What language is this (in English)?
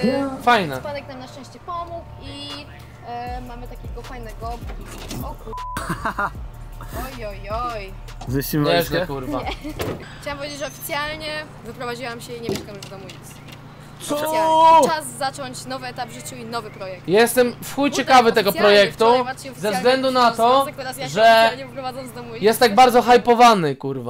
Polish